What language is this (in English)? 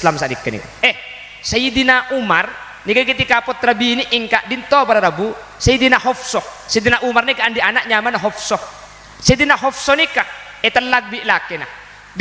Madurese